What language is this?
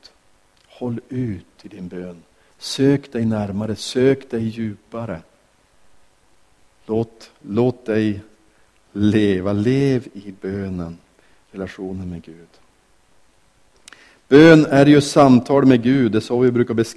Swedish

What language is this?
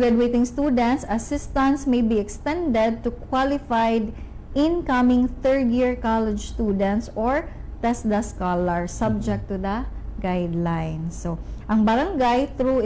Cebuano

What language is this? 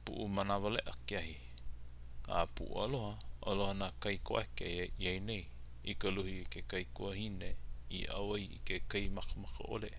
Hawaiian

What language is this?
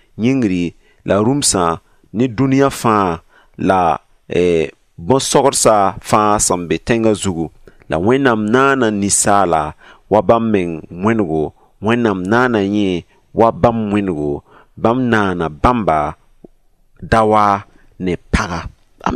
Mossi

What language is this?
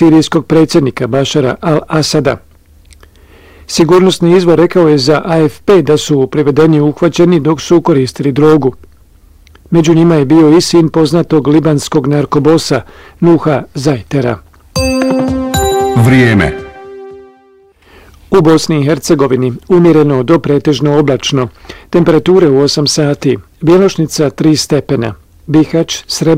Bosnian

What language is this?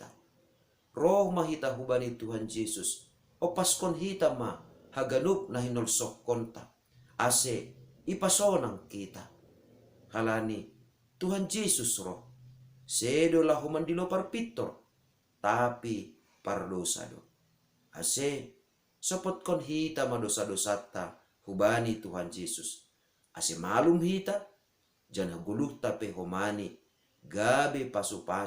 Batak Simalungun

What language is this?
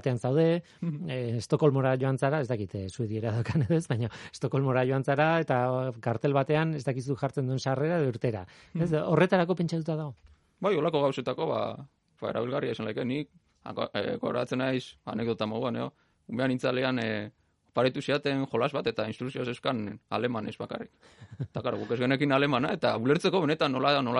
Basque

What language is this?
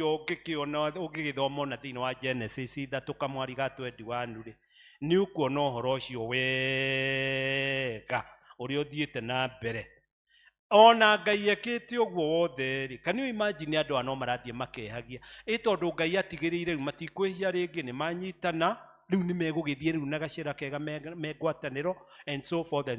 Kikuyu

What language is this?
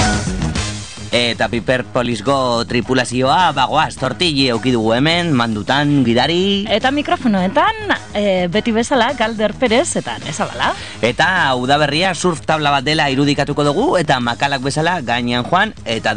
Basque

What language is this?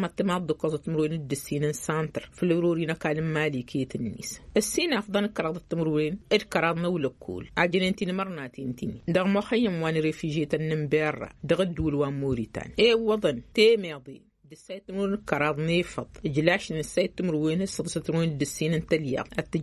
Tamasheq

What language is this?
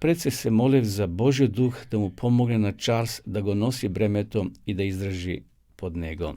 Macedonian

